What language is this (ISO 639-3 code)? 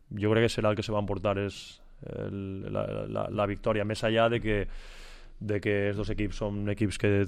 cat